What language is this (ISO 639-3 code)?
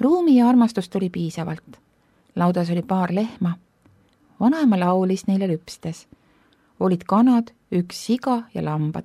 est